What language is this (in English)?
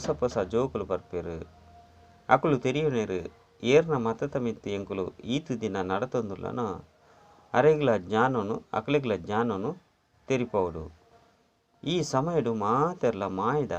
Tulu